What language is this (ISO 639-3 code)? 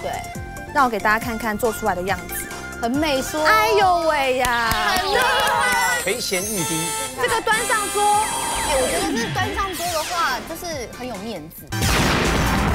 zho